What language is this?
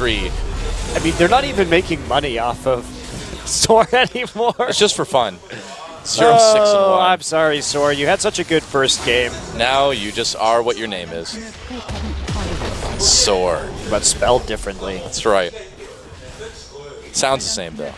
English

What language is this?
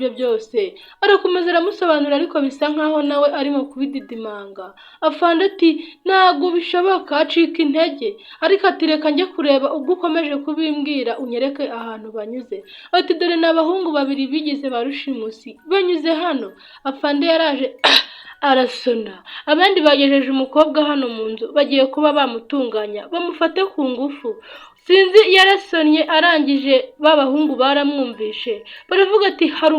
Kinyarwanda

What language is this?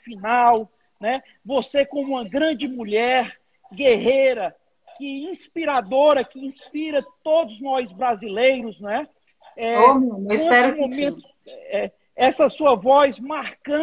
Portuguese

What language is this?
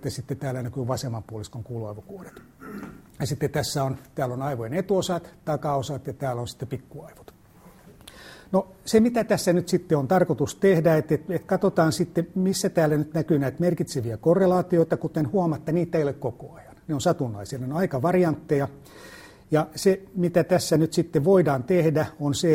Finnish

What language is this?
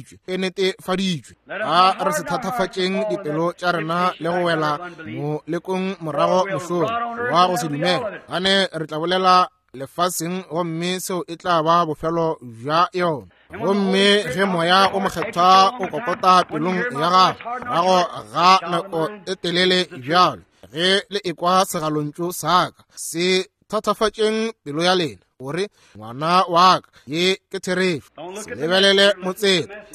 Northern Sotho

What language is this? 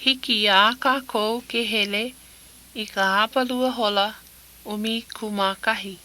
Hawaiian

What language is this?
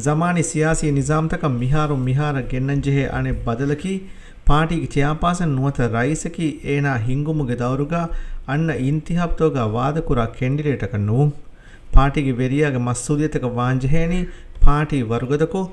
Divehi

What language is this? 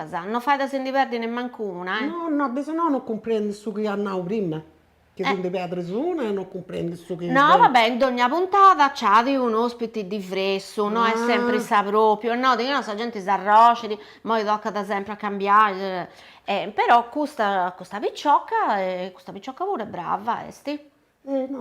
Sardinian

